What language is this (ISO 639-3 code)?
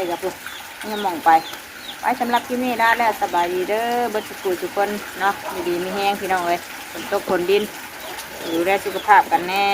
tts